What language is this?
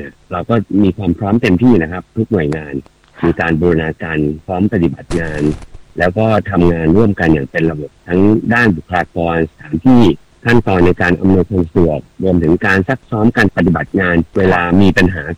Thai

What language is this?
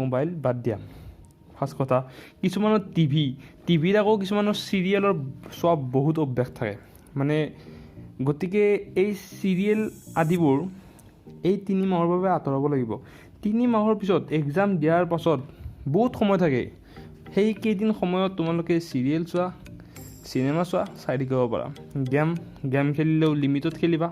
Assamese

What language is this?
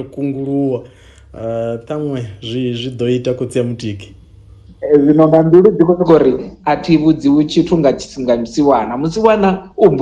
Venda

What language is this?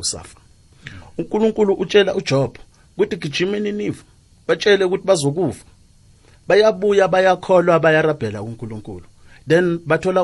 South Ndebele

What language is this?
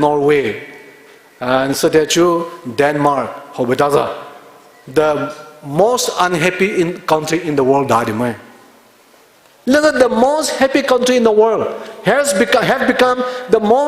Poumei Naga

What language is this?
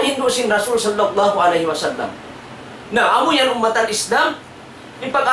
Tausug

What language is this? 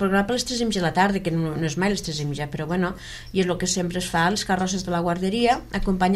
Catalan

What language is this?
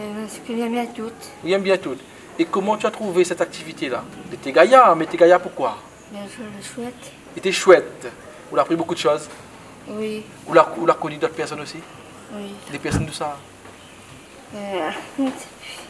Réunion Creole French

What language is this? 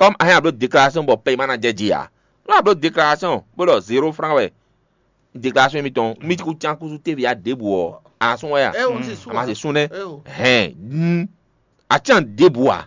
Fon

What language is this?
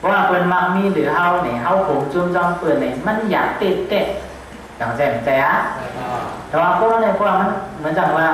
Shan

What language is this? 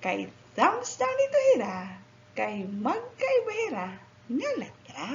Waray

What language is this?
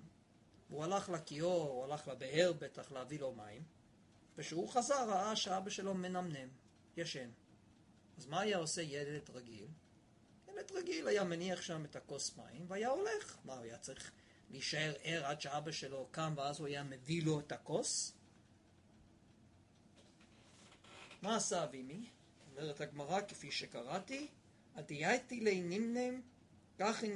Hebrew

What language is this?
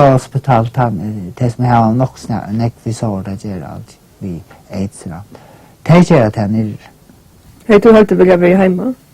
Faroese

